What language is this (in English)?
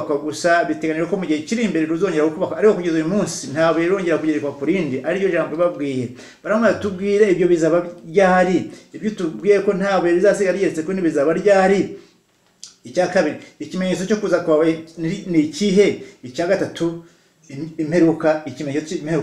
Kinyarwanda